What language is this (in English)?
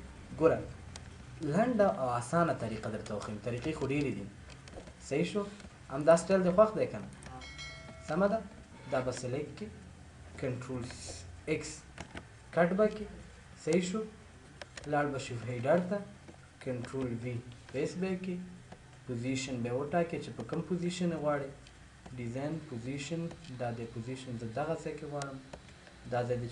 Pashto